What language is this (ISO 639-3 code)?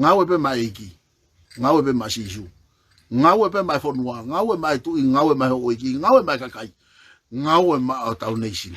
ton